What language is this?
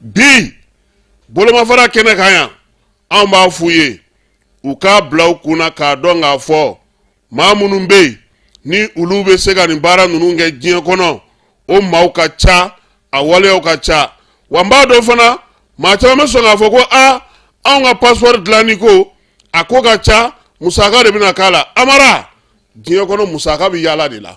Bambara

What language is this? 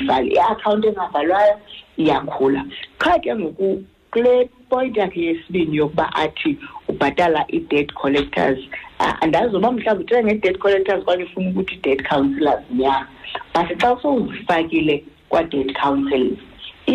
Xhosa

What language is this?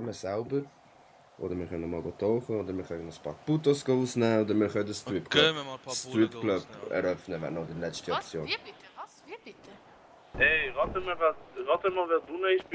Swiss German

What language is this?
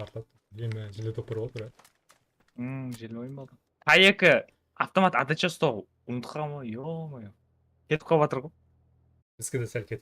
Kara-Kalpak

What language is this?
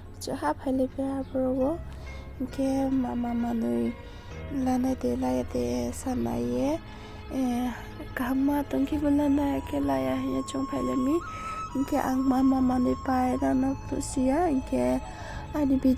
Riang (India)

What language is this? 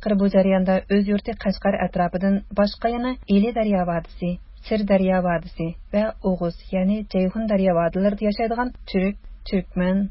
Uyghur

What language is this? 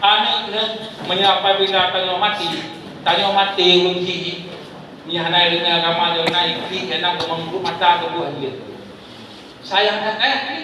Achinese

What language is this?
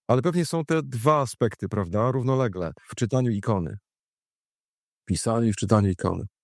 Polish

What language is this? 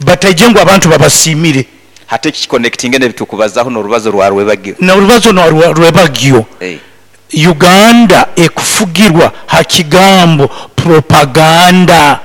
Nyoro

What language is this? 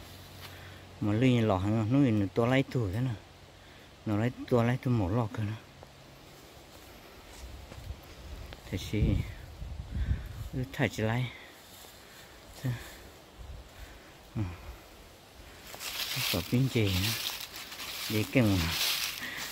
Vietnamese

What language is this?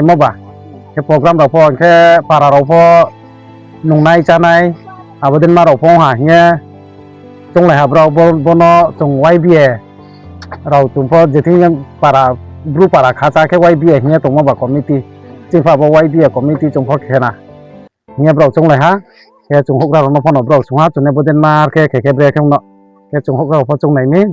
Riang (India)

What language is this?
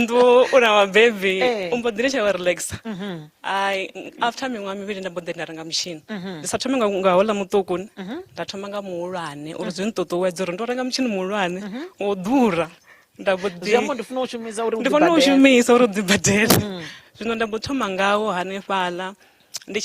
Venda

